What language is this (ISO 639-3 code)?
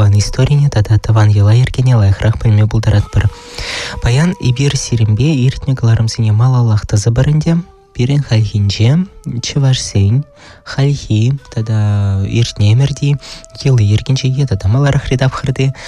chv